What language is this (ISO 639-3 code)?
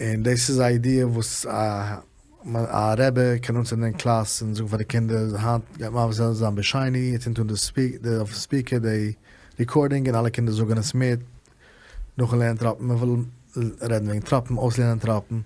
yid